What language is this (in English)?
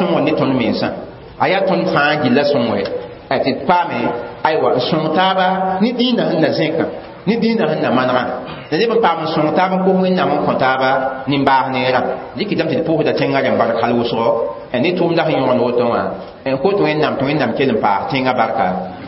Mossi